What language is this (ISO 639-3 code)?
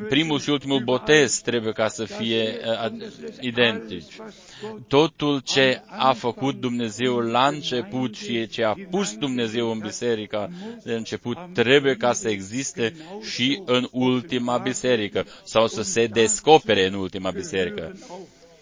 ron